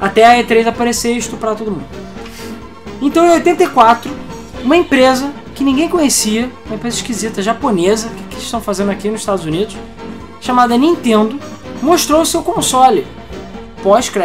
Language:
Portuguese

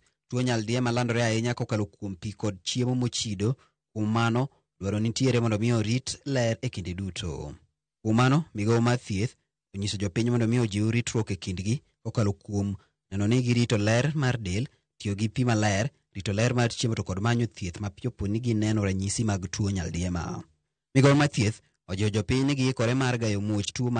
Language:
Luo (Kenya and Tanzania)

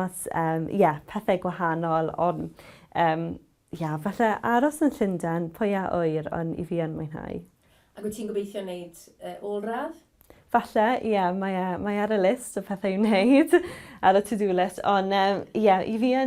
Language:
Welsh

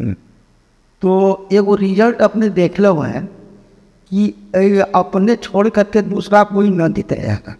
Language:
Magahi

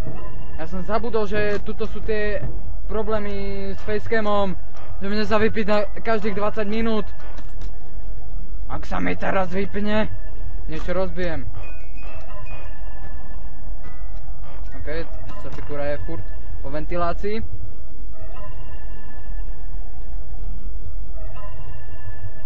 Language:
Slovak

